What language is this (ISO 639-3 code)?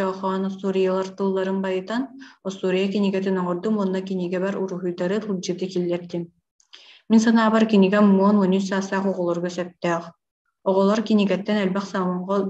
sah